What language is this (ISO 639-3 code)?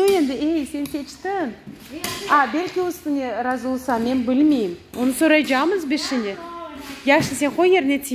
crh